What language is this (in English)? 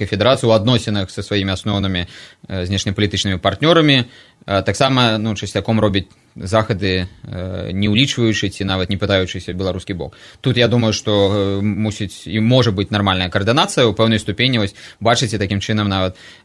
Belarusian